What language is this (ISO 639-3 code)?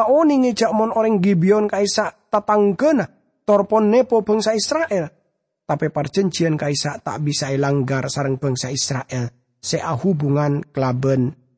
mad